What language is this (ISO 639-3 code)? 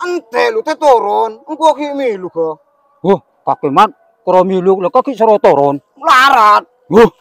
mad